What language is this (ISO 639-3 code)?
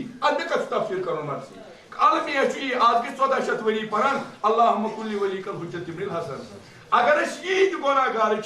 kas